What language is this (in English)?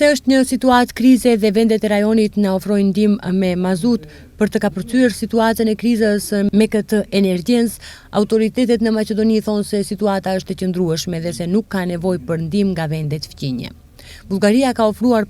Albanian